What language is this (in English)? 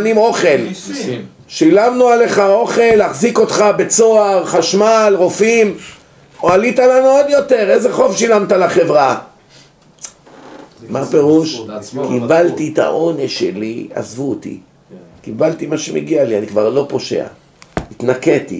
Hebrew